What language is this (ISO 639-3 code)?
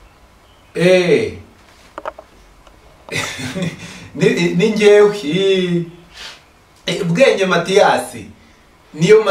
kin